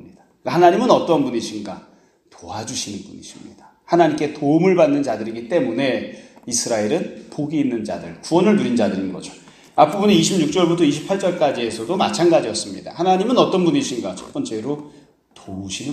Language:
Korean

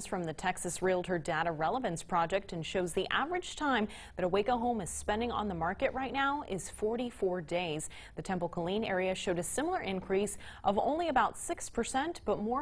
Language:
English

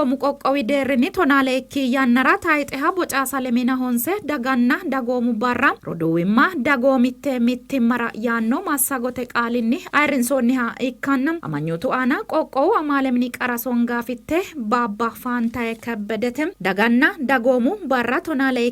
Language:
Sidamo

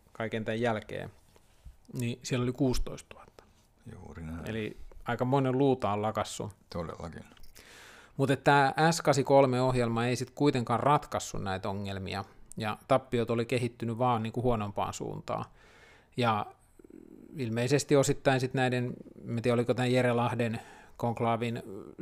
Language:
Finnish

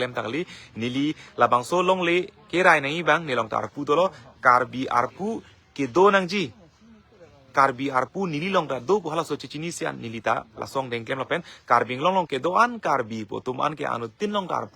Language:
Karbi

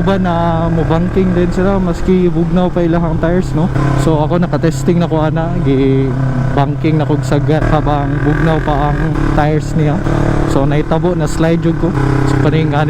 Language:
Cebuano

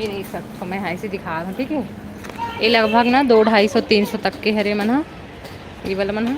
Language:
Chhattisgarhi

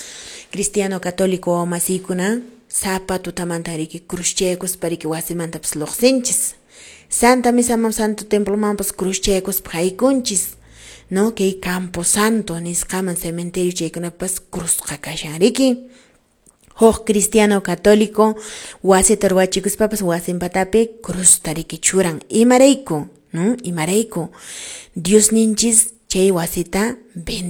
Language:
Quechua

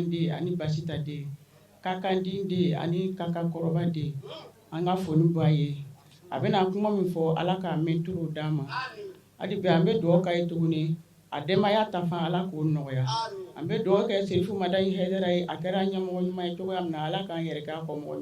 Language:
Bambara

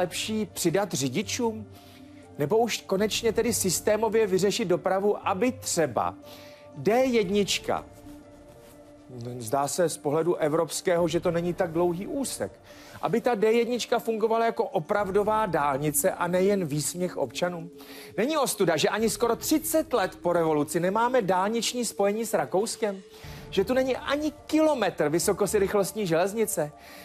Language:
Czech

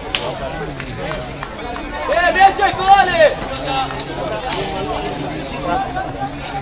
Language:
Spanish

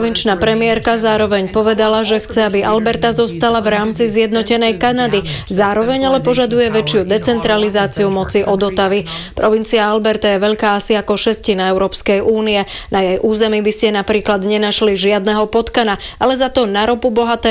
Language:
Slovak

